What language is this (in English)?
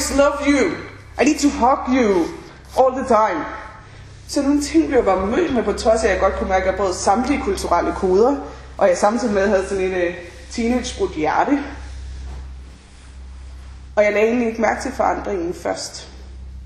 Danish